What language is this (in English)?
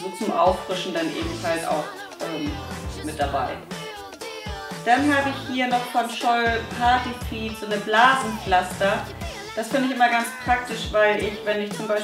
German